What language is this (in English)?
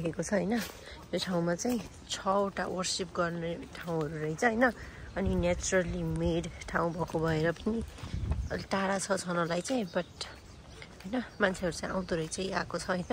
Nepali